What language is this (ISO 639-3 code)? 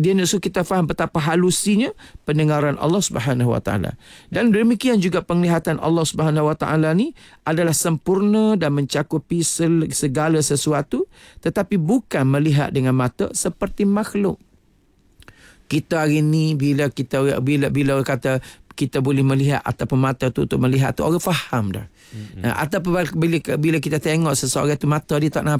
msa